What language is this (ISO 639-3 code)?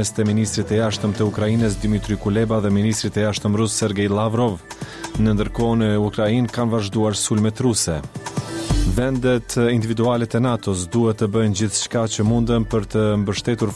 sqi